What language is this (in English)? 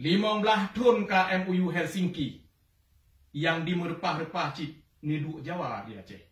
Achinese